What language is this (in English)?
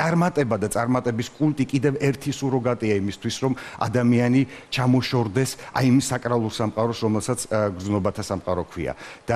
Georgian